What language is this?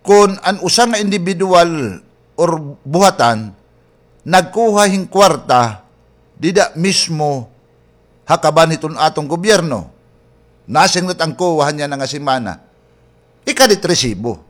Waray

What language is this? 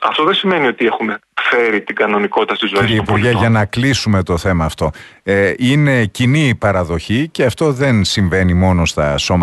Greek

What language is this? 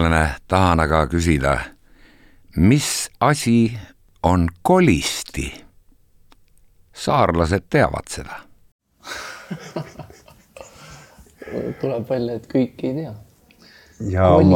Estonian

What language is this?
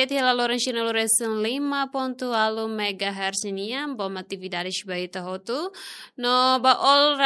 Tetum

